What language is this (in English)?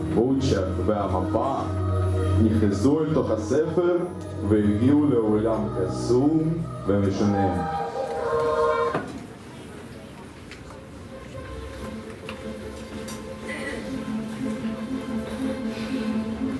Hebrew